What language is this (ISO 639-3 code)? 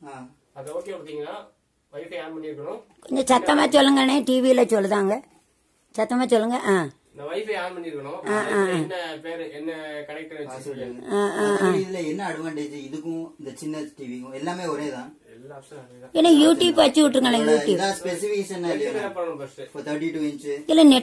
tam